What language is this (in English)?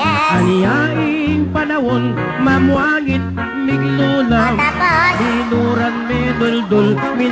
Pampanga